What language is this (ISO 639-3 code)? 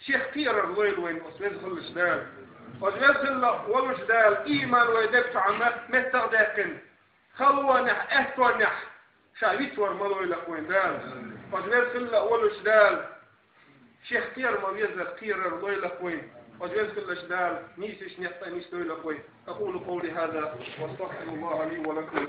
che